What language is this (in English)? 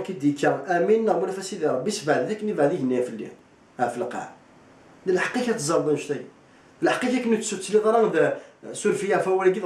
Kabyle